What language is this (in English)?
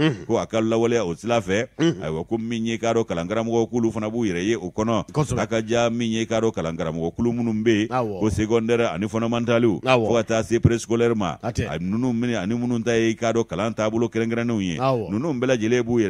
Bambara